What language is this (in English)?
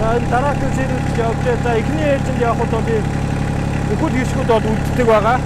Mongolian